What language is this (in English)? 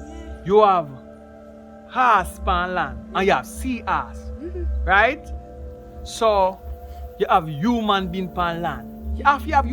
Jamaican Creole English